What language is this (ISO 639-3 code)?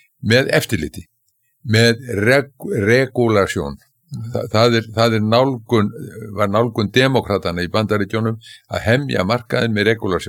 isl